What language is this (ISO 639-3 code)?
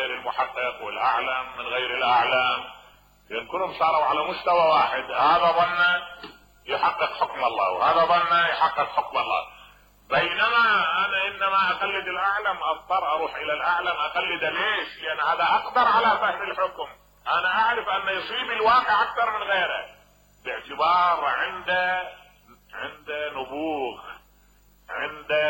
acm